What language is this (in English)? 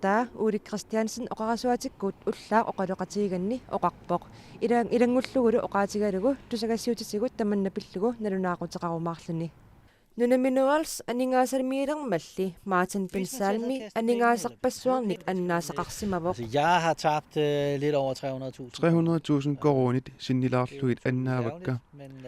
Kalaallisut